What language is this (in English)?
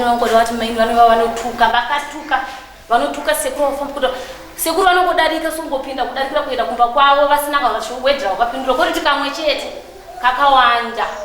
Shona